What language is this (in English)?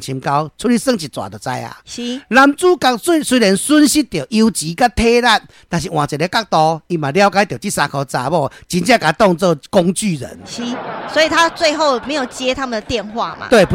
Min Nan Chinese